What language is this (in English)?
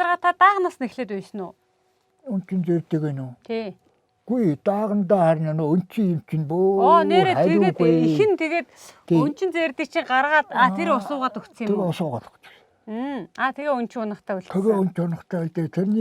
Mongolian